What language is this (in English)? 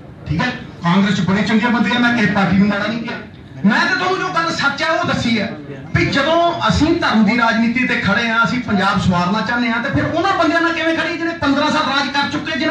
Punjabi